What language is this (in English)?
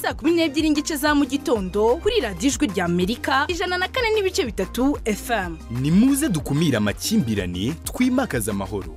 Kinyarwanda